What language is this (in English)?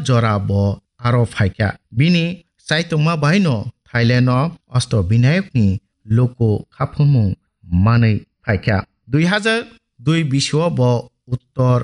Kok Borok